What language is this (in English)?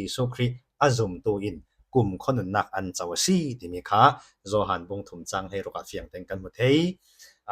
Falam Chin